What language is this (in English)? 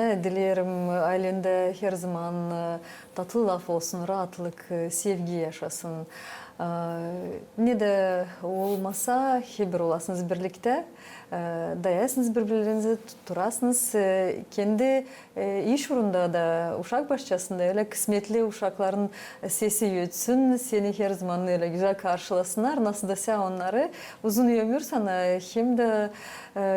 Gagauz